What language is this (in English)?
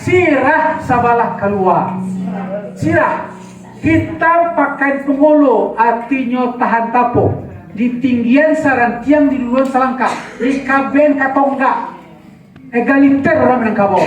Minangkabau